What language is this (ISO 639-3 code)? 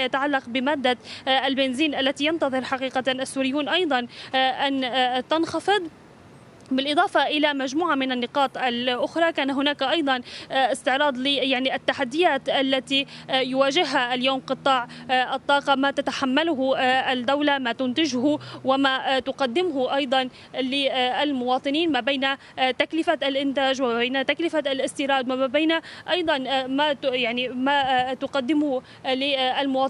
ara